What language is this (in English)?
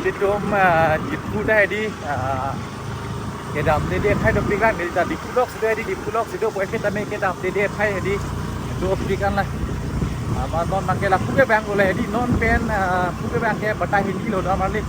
Karbi